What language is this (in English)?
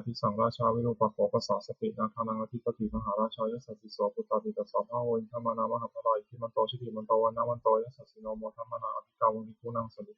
Pali